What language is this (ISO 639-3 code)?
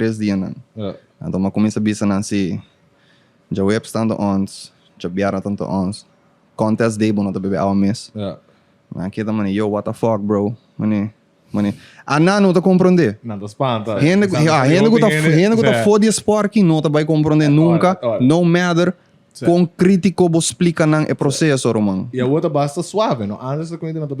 pap